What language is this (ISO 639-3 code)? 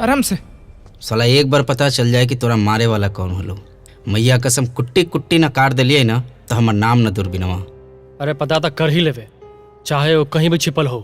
mag